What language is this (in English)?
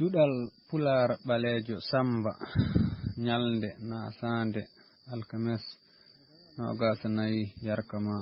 Fula